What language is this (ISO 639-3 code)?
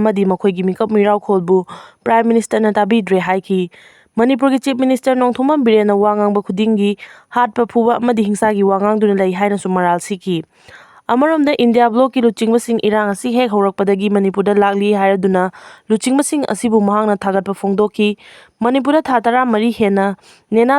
mni